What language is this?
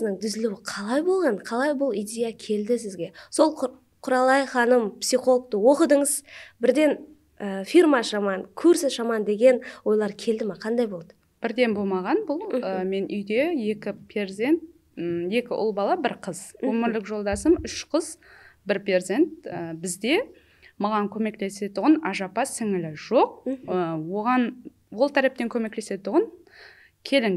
Kara-Kalpak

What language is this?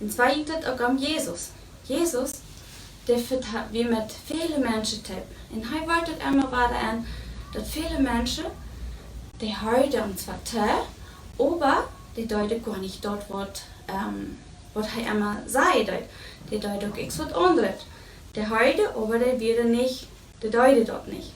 Plautdietsch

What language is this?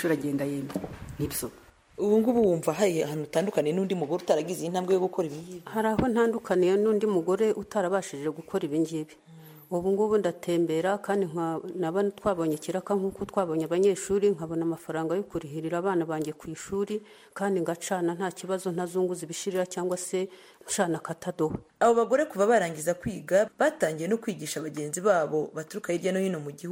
Kinyarwanda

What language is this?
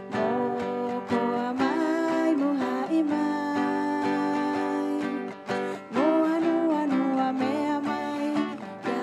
Rapanui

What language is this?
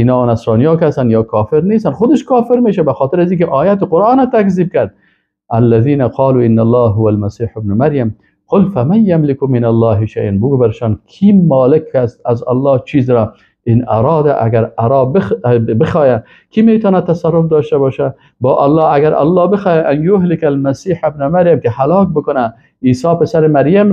Persian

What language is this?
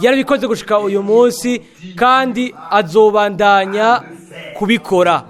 Rundi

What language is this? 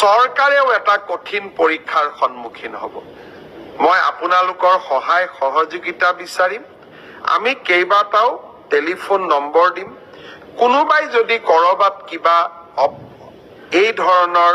Assamese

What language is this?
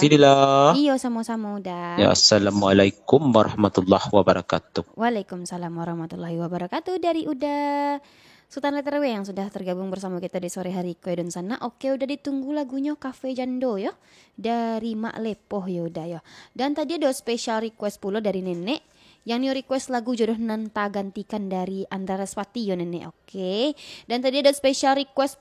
Minangkabau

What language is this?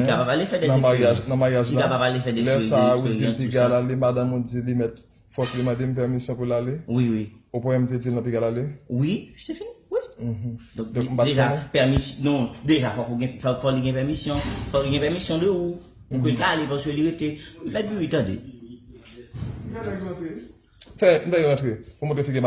Haitian Creole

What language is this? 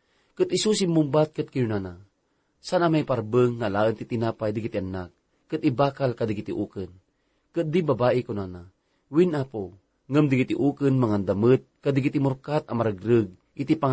Iloko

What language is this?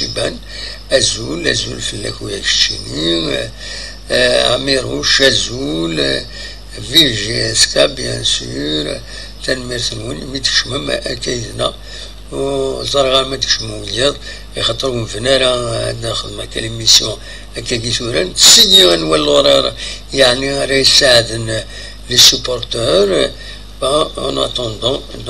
Kabyle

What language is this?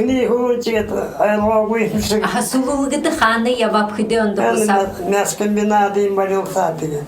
Buriat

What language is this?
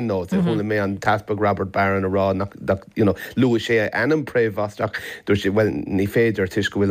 Irish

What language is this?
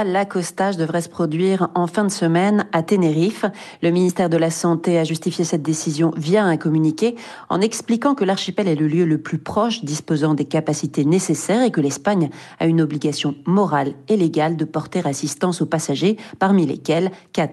French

